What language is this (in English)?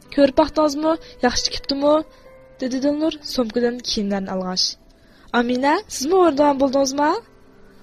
Uyghur